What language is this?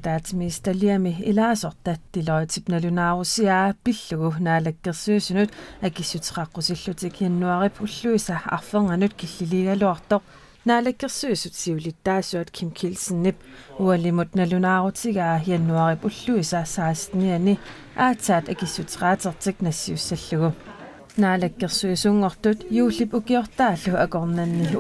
Kalaallisut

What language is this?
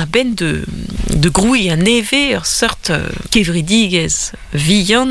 Breton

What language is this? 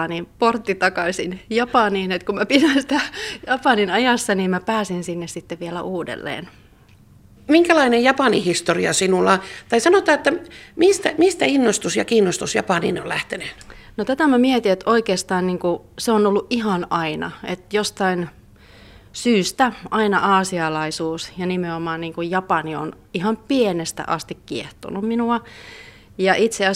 Finnish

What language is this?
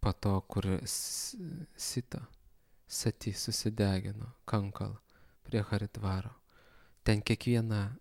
Lithuanian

